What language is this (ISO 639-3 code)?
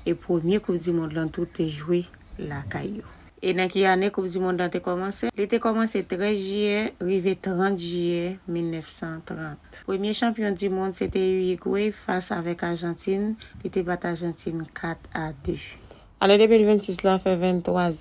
hat